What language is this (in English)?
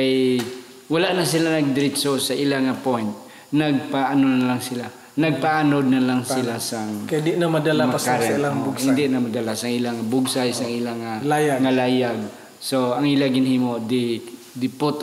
Hiligaynon